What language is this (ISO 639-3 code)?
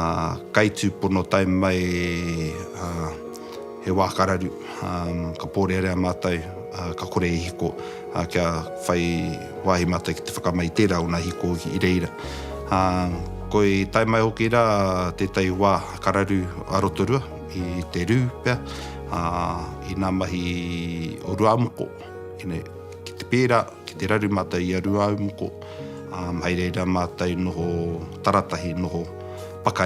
mri